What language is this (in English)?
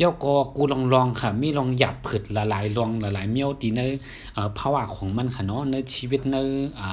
Shan